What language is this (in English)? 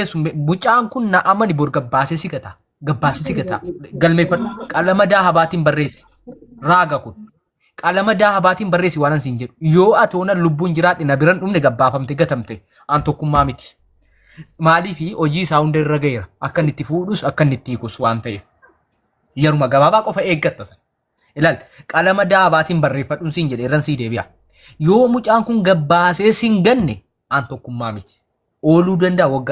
Oromo